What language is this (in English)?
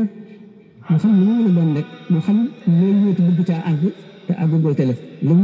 Wolof